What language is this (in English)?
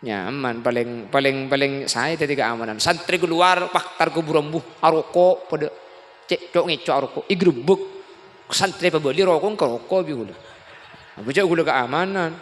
Madurese